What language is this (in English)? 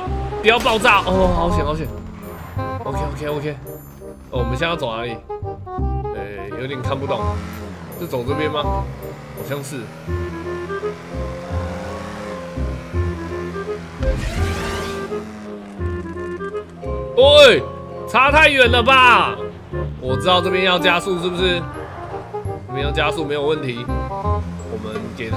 Chinese